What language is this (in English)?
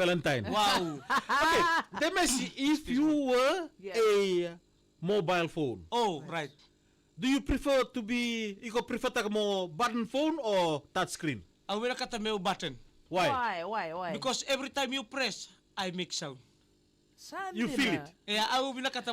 Fijian